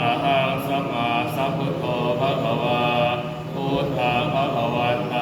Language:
Pali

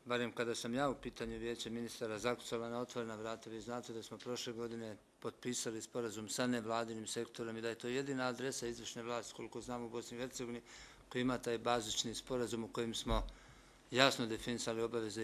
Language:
Bosnian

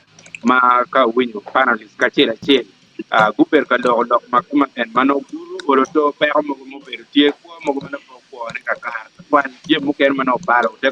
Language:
Acoli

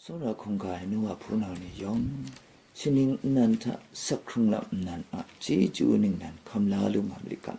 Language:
Kachin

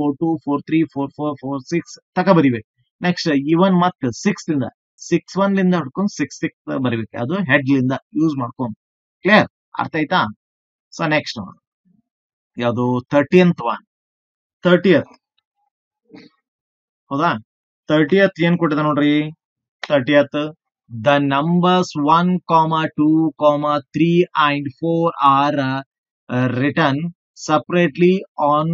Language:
Kannada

